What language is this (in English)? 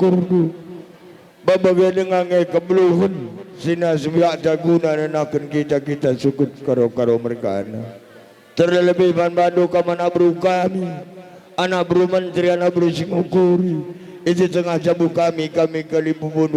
Batak Karo